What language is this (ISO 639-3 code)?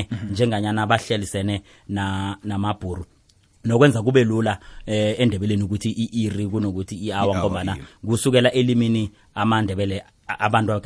nbl